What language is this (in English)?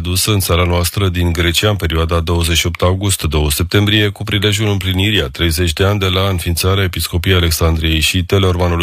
Romanian